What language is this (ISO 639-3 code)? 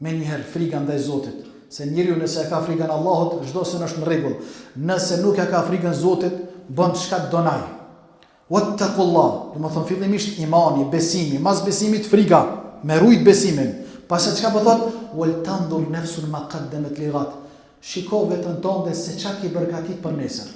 sqi